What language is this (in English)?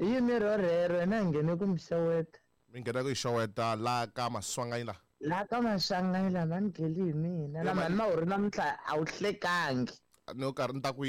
Tsonga